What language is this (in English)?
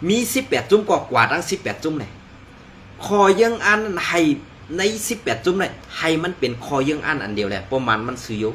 Shan